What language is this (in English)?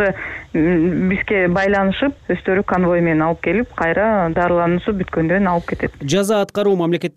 Kyrgyz